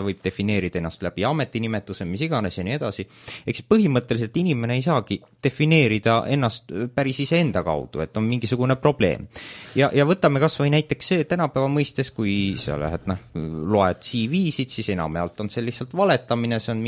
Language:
Estonian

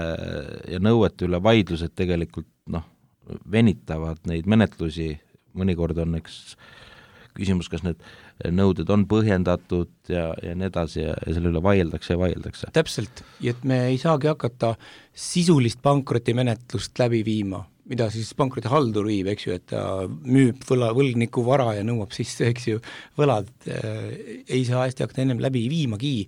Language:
Estonian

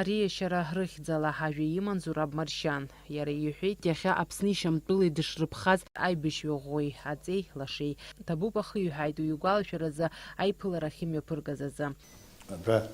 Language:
Abkhazian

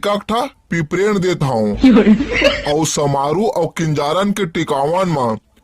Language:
Chhattisgarhi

